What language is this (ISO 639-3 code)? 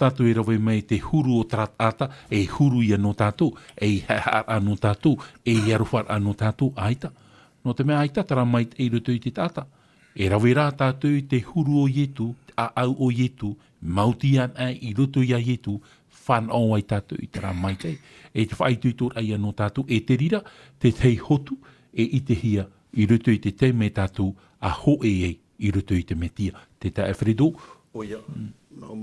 tah